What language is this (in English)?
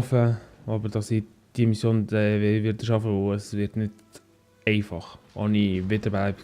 Swiss German